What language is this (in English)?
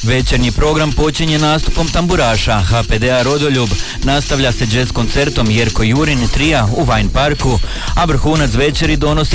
Croatian